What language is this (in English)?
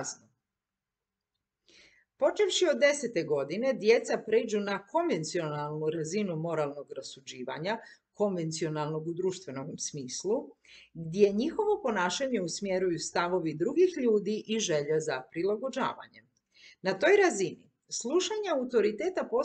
Croatian